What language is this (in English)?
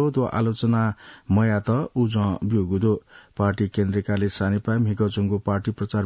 Newari